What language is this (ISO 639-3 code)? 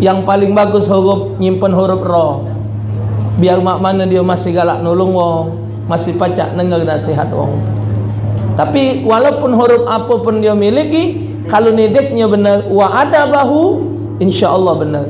mui